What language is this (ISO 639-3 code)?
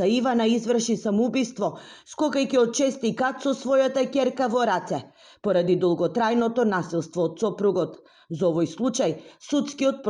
mkd